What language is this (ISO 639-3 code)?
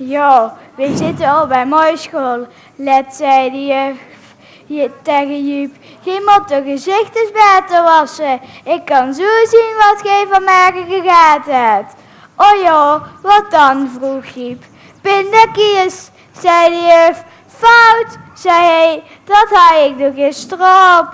lim